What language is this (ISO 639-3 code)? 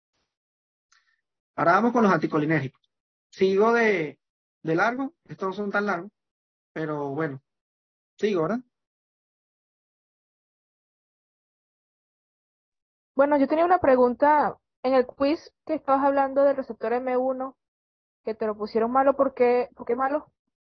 spa